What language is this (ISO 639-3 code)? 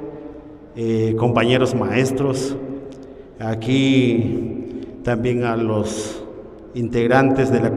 poh